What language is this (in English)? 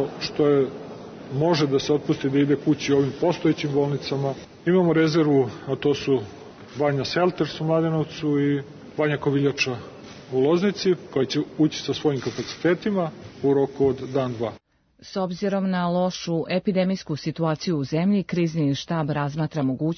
Serbian